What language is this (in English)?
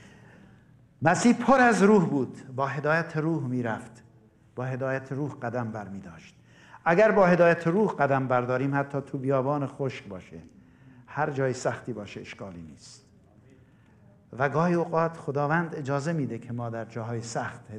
Persian